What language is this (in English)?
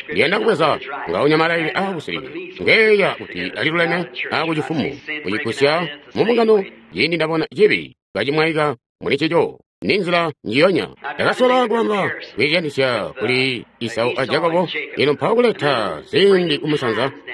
Tonga (Zambia)